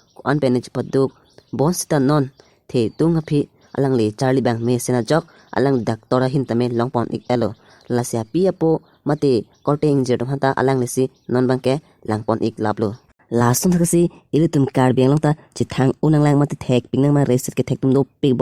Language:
Karbi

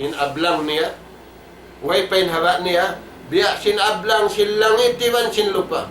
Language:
Tausug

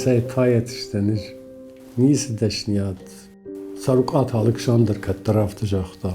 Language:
Ossetic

